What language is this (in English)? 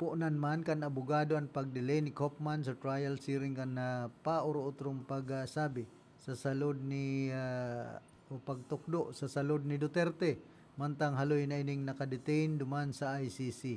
Bikol